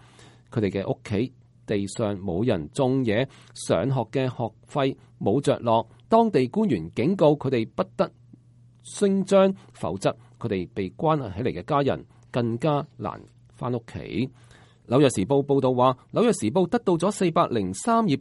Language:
Cantonese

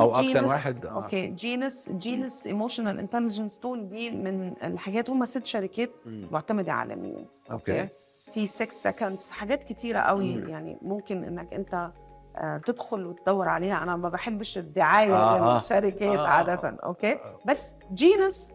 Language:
Egyptian Arabic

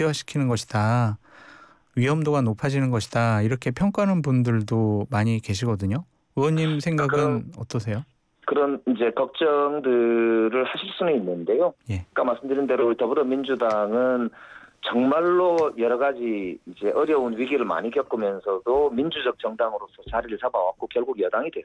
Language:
Korean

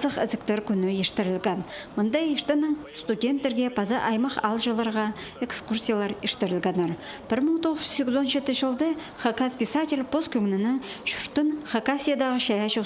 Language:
Khakas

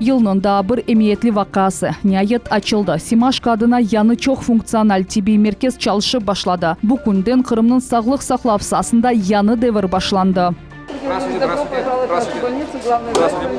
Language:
Crimean Tatar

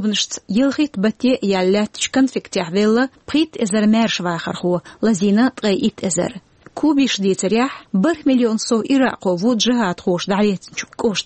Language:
Chechen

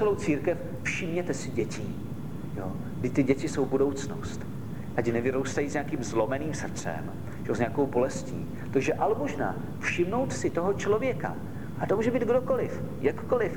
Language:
Czech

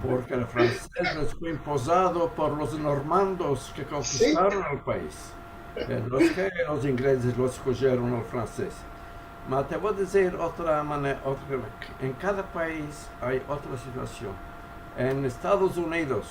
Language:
Ladino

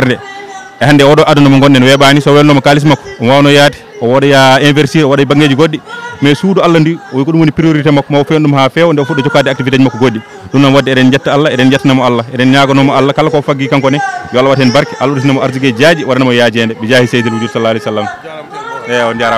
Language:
Fula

